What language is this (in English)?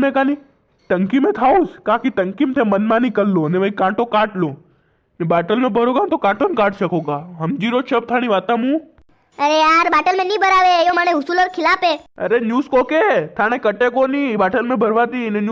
Rajasthani